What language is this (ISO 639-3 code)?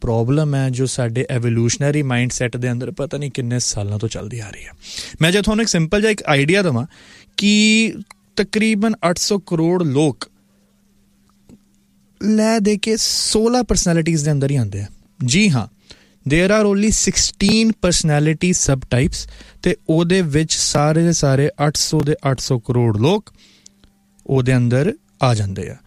pan